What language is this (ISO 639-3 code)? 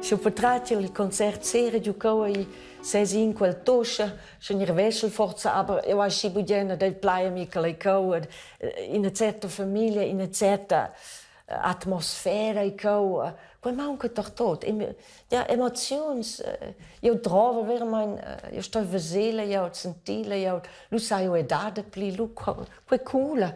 roh